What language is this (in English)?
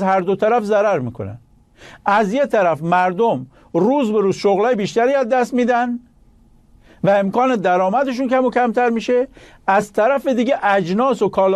Persian